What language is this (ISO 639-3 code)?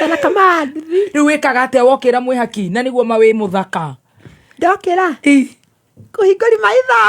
kik